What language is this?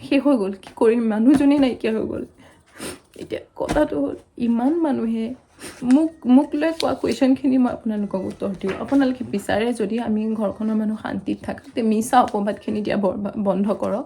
Assamese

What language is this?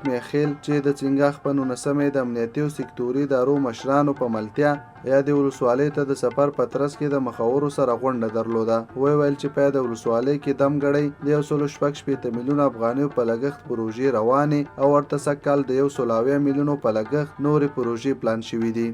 Pashto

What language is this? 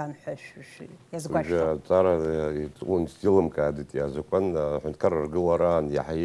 Abkhazian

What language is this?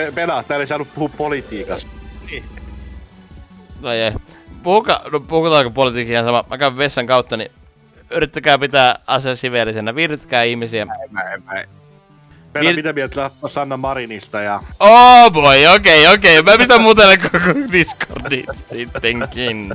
Finnish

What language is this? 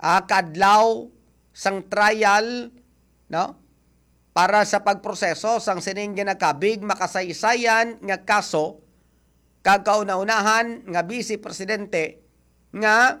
Hiligaynon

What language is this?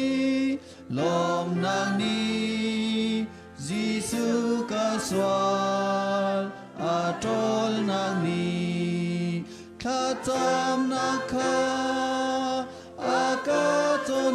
Hakha Chin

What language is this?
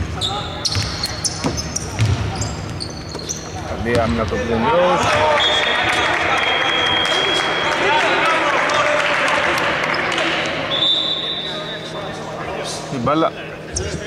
Greek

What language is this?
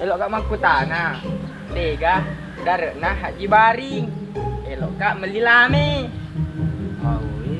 Buginese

